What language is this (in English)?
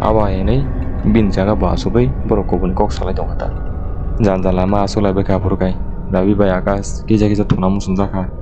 Kok Borok